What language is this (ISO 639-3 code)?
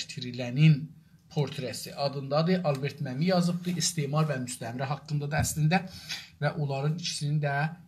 azb